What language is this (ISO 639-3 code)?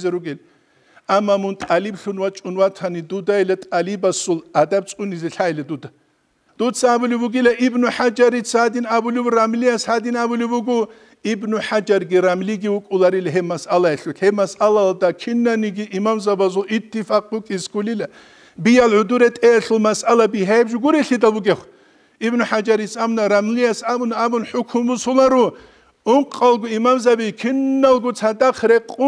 ava